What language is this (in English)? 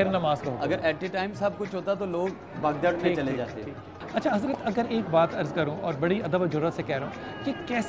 Urdu